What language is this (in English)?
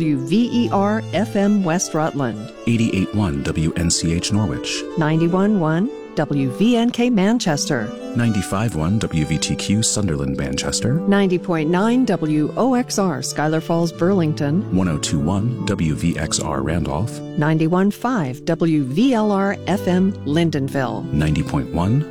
English